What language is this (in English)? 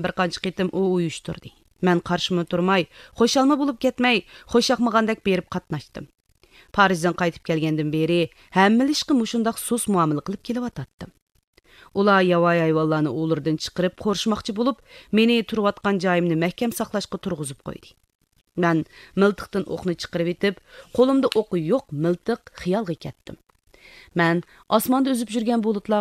Uyghur